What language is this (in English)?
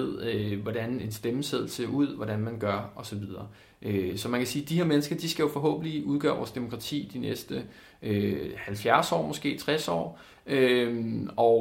Danish